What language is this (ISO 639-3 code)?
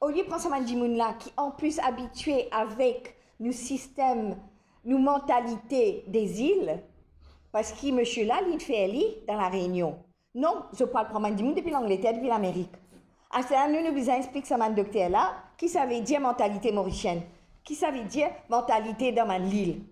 mfe